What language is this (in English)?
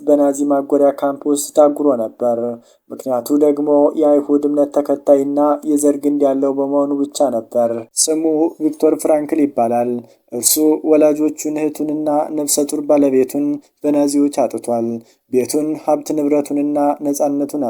Amharic